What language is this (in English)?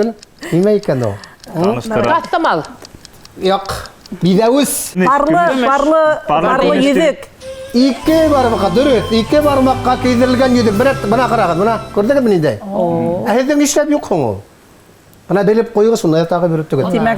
Bashkir